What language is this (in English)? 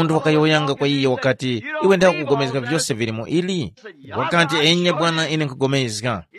Tumbuka